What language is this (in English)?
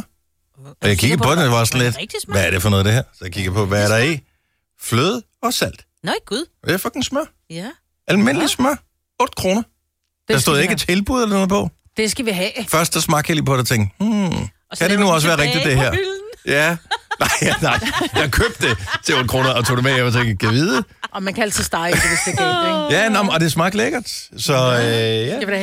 Danish